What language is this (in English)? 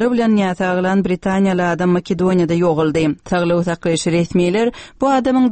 Turkmen